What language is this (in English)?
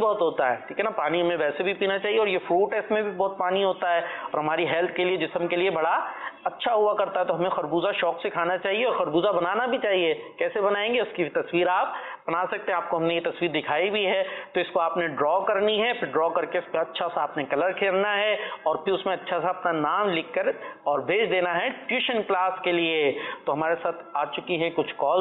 Urdu